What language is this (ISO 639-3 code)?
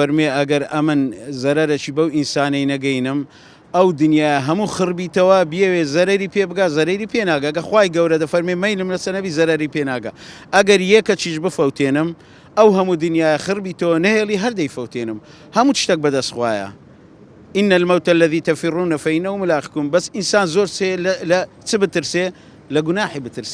ckb